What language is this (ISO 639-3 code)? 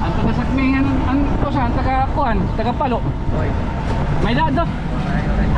war